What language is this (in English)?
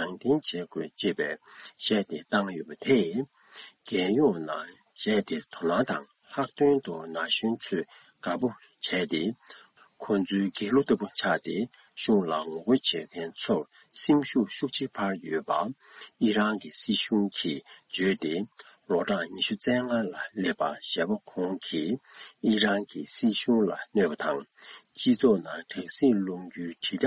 Tibetan